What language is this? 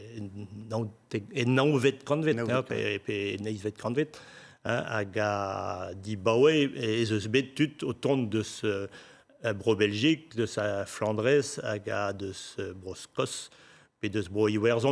Breton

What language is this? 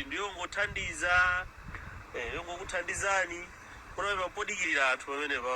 Nyanja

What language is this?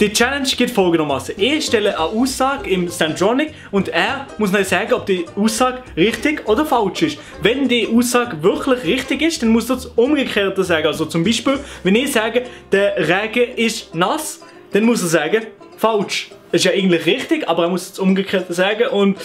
Swiss German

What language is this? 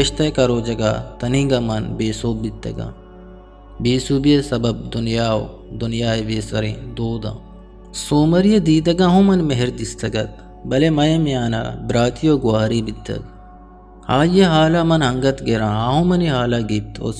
Eastern Balochi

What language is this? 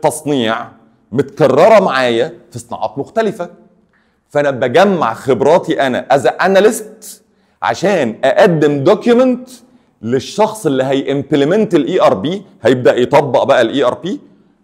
Egyptian Arabic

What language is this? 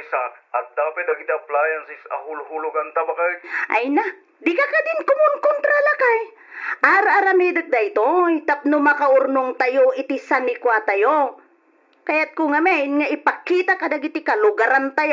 Iloko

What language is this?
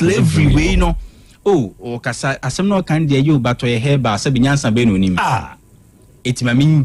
Akan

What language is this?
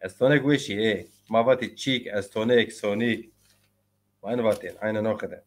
Zaza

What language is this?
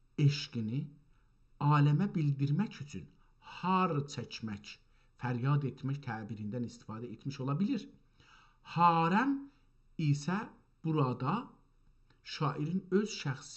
South Azerbaijani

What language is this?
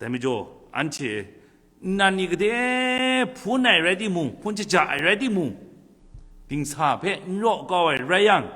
Kachin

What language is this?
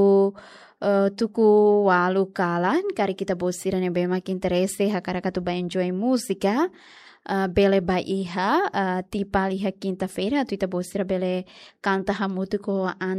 Tetum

